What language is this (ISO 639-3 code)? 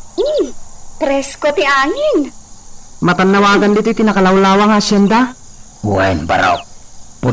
ilo